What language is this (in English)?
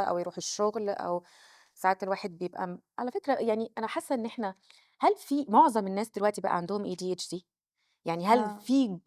Egyptian Arabic